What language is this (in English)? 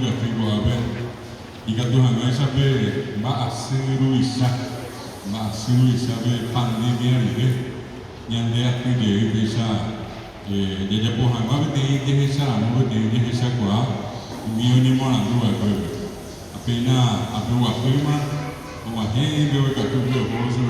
Guarani